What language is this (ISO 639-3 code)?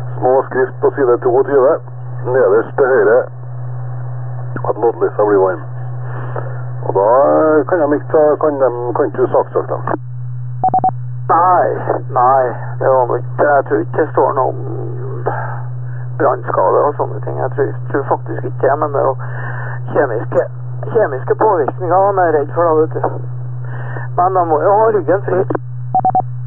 nor